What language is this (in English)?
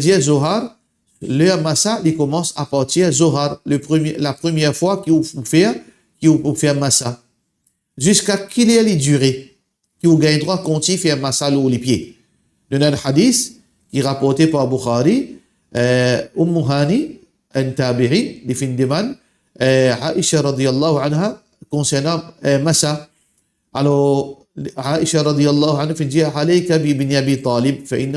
Morisyen